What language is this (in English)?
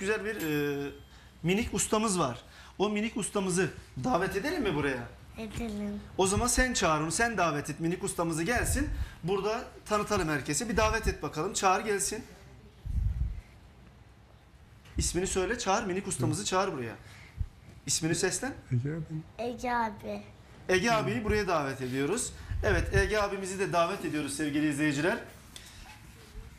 Turkish